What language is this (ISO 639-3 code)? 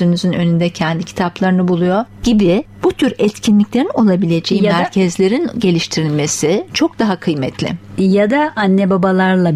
tur